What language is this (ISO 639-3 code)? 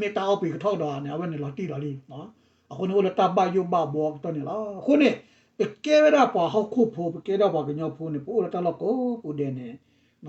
ksw